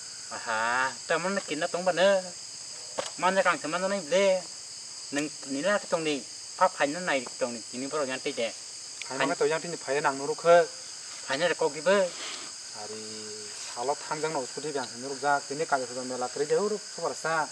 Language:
Kok Borok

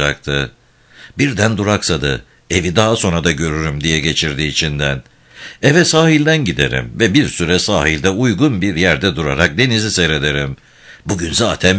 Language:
Turkish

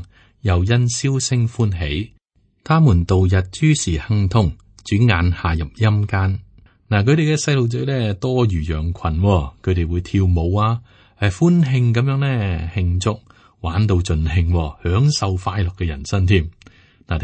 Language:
Cantonese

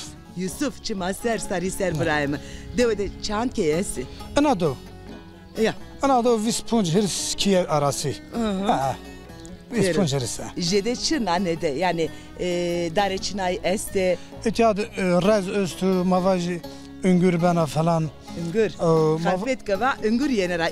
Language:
Zaza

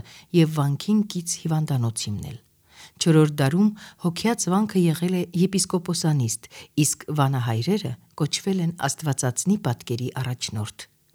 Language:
Armenian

